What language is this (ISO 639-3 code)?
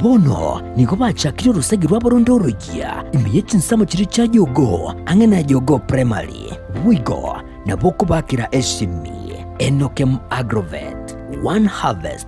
guz